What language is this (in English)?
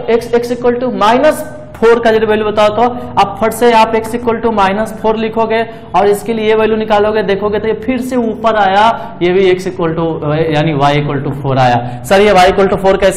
Hindi